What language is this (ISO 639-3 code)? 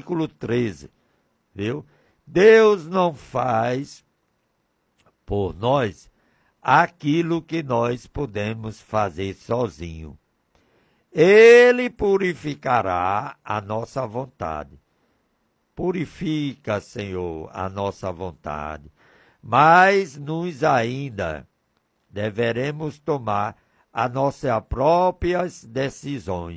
por